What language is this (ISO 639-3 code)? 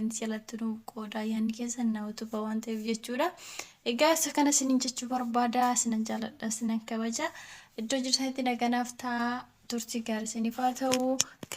orm